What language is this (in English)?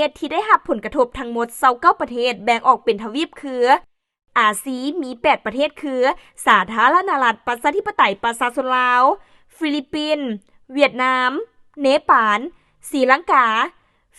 Lao